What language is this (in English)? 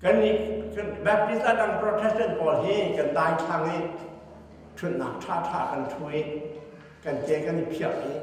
Hakha Chin